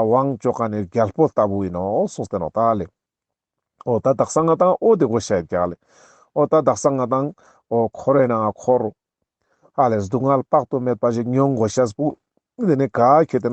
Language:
Ladakhi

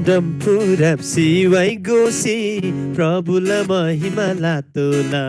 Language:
Eastern Tamang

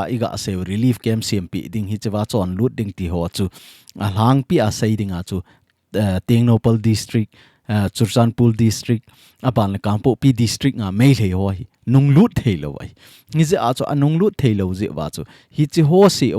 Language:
Thado Chin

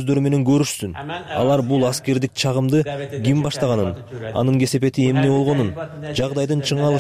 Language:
Kyrgyz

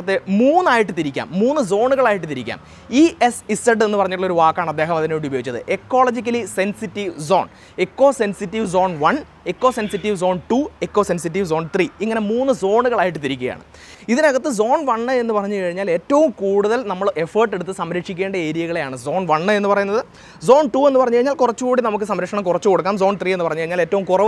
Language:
Malayalam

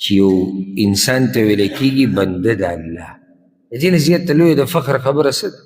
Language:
Pashto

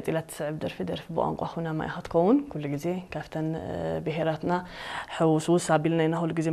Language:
Tigrinya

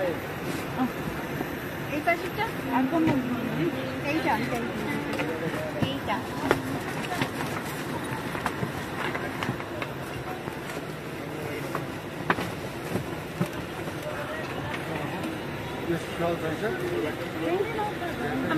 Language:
Bangla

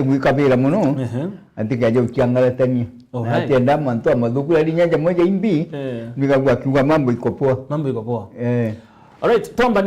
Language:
Meru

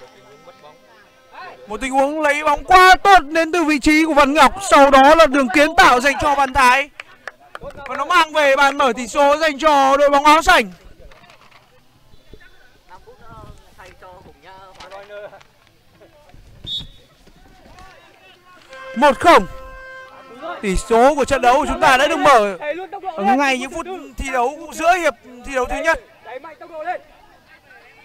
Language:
Vietnamese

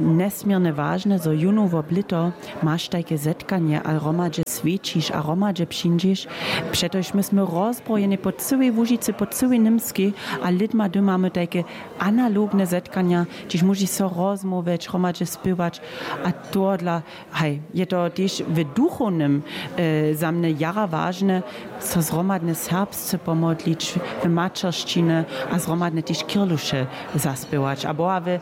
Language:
Upper Sorbian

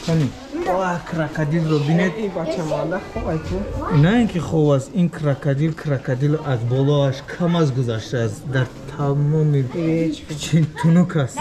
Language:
Tajik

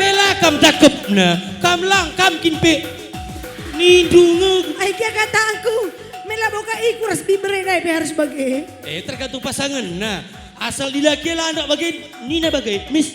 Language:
Batak Karo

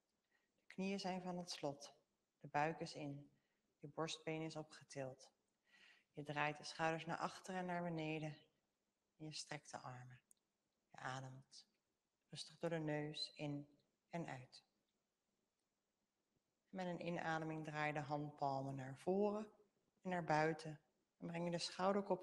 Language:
Dutch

